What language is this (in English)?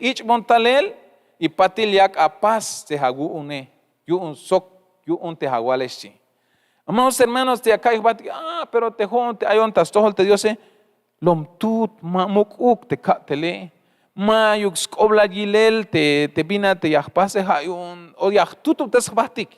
Tzeltal